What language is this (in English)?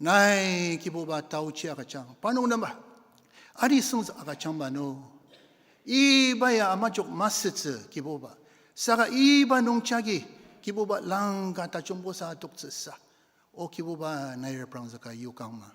Ao Naga